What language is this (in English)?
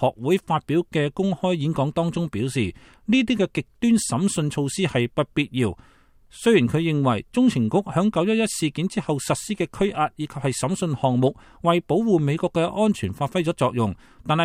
Cantonese